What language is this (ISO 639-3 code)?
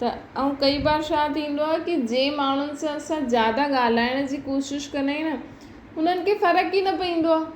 snd